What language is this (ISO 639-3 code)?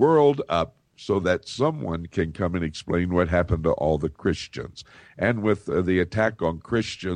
eng